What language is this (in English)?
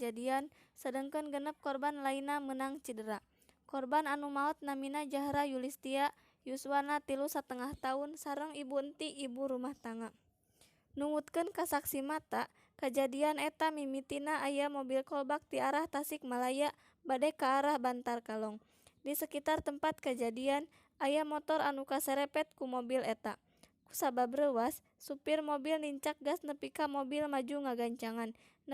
Sundanese